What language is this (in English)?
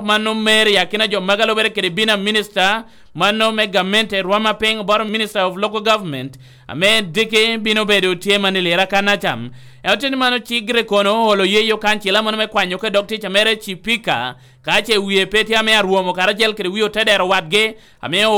Lango (Uganda)